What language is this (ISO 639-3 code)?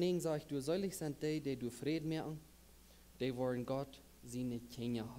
pdt